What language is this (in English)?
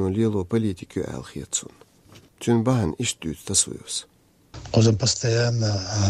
Chechen